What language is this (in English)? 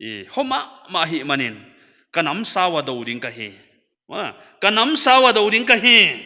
Paite Chin